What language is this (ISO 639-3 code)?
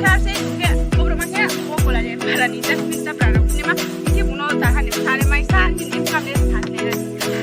ria